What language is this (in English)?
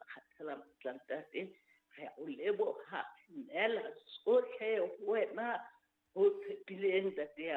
Southern Sotho